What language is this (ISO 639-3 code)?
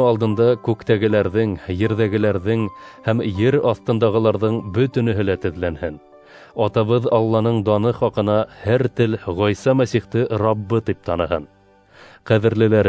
bak